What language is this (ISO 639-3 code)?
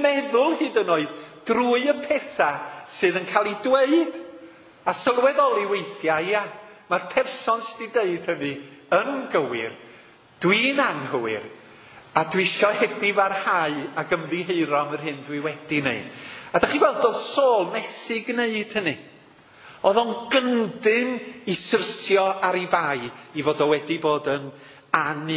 cym